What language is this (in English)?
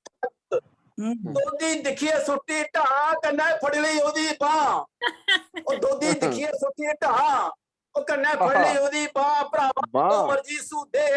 Dogri